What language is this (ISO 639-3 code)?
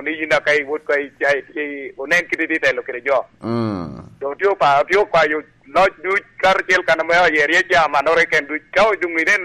laj